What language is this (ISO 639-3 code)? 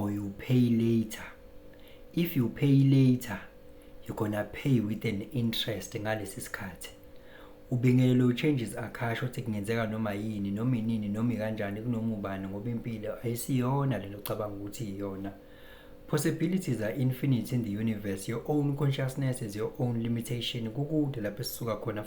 zul